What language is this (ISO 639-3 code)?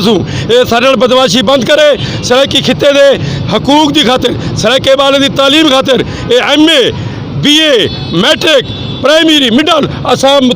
skr